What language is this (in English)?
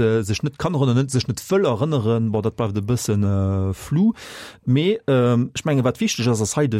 Luxembourgish